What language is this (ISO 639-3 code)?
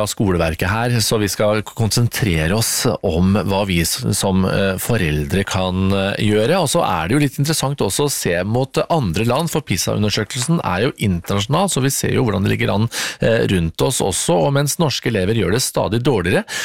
nor